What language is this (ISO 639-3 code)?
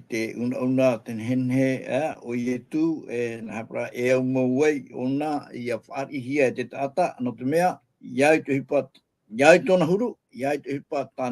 tah